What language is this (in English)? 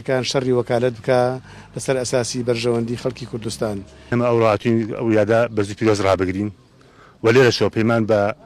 Central Kurdish